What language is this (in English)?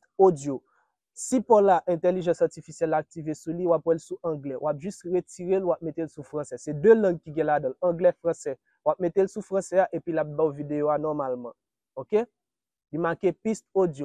Haitian Creole